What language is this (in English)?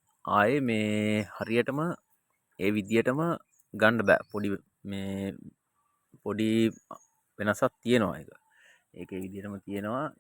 Sinhala